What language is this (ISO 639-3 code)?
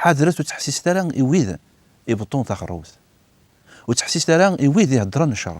kab